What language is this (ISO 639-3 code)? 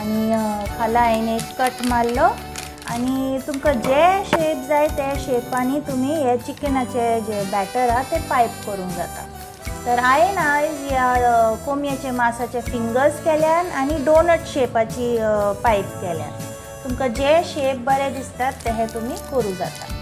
kok